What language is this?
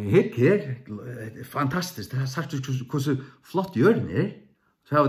Faroese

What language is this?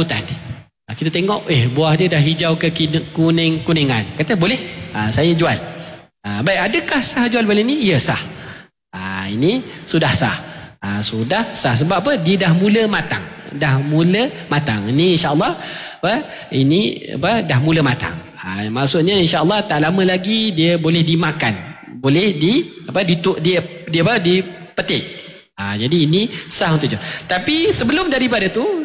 Malay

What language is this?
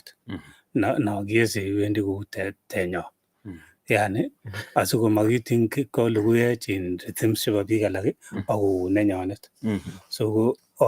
Kalenjin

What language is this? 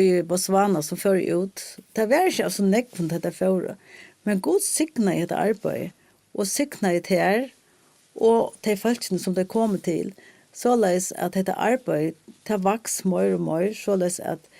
Faroese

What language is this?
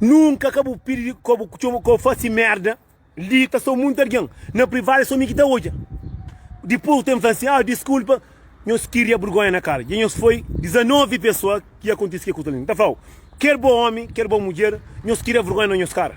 Kabuverdianu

